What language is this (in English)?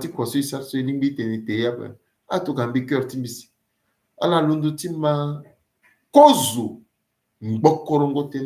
Sango